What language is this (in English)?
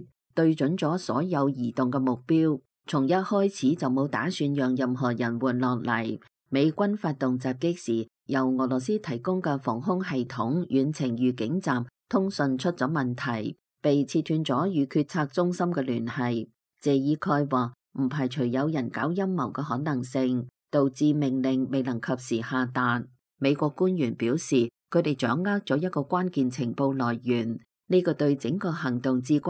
Cantonese